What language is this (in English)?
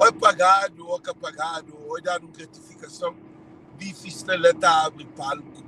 Kabuverdianu